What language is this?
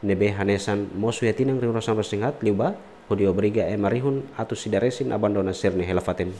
Tetum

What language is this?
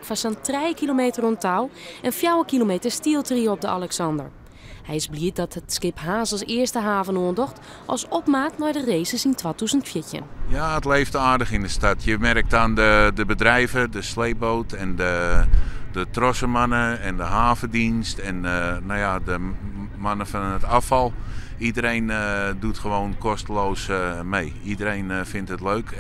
Western Frisian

